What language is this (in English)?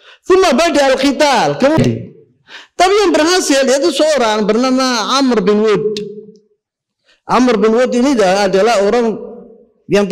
Indonesian